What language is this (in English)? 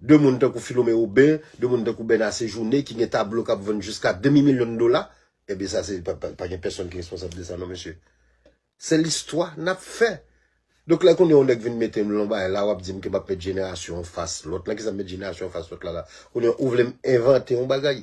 Haitian Creole